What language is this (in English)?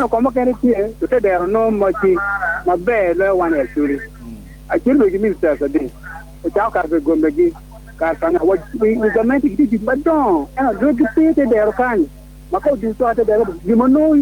Acoli